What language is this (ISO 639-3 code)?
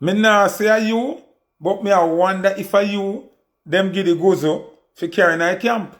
jam